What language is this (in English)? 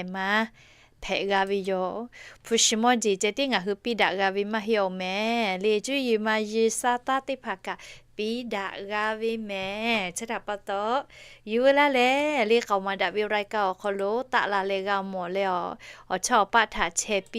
Lahu